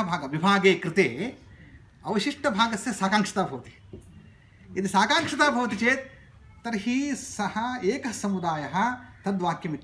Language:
Sanskrit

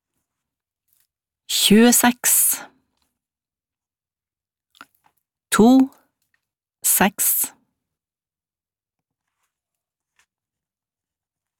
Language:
Norwegian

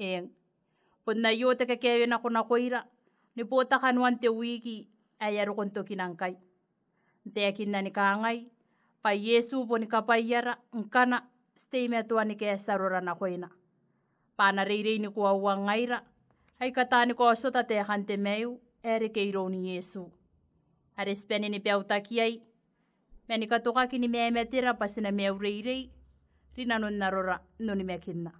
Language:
Gilbertese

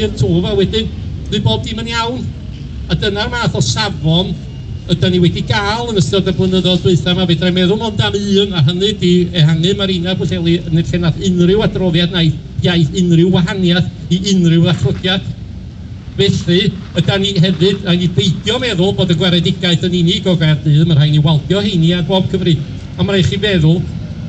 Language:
Welsh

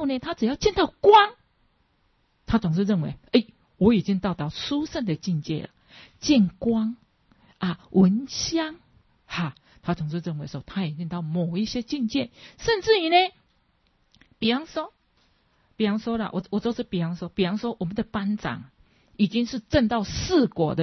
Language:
Chinese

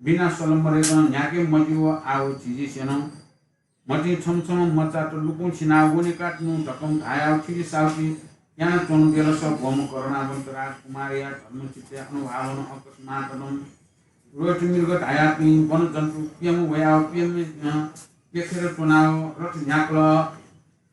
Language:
Newari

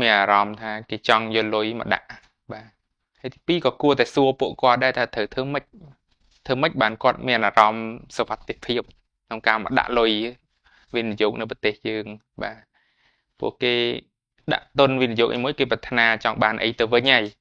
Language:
Khmer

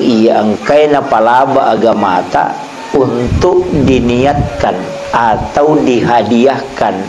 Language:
Buginese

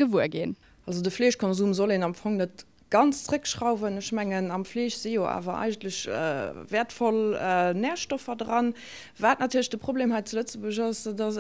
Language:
Luxembourgish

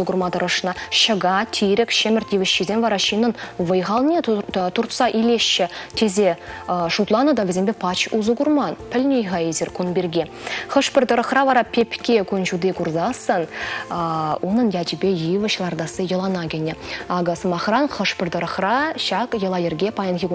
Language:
Chuvash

